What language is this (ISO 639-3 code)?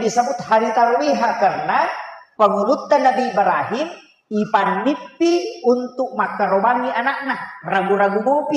bug